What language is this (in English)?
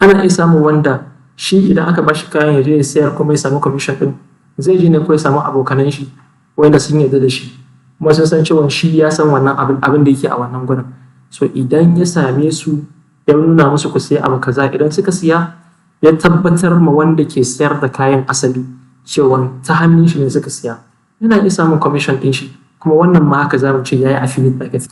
Hausa